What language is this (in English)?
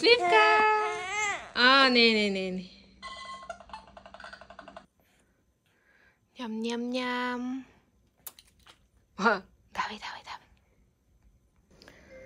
Bulgarian